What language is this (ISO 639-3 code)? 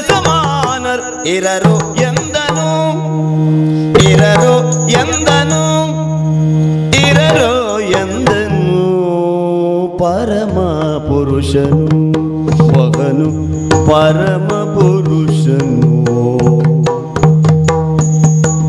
kan